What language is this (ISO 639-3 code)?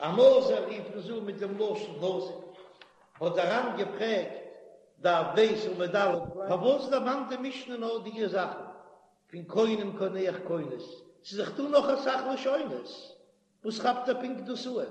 yid